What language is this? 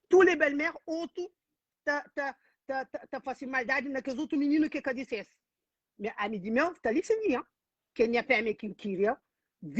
Kabuverdianu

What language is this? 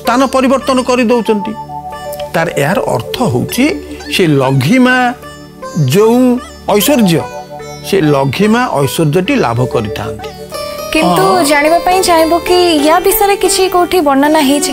Odia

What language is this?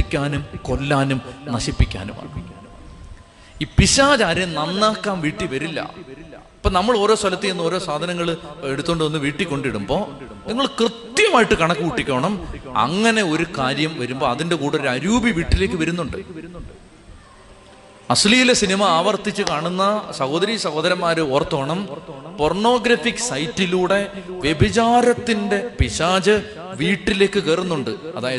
Malayalam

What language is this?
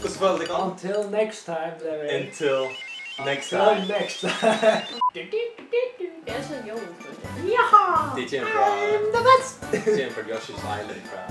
Faroese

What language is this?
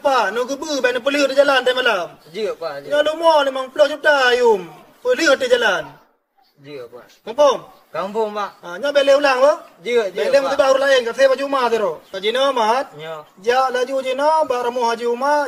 Achinese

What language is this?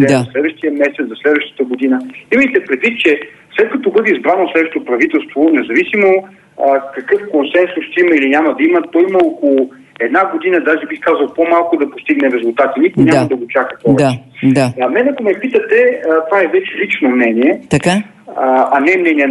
Bulgarian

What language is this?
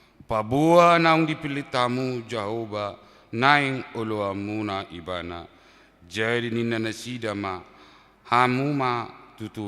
Batak Toba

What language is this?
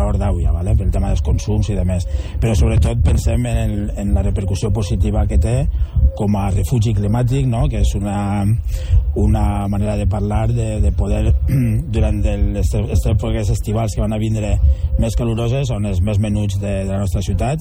Catalan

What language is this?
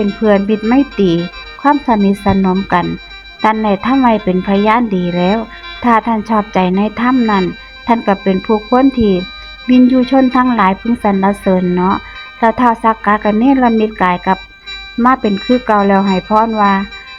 Northeastern Thai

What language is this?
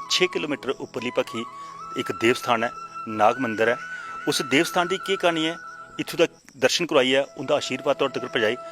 Dogri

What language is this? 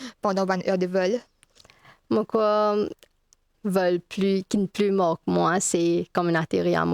Morisyen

